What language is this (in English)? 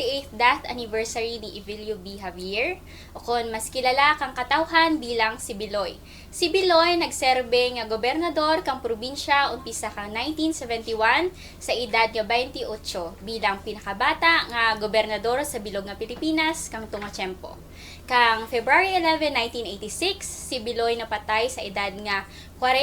Kinaray-a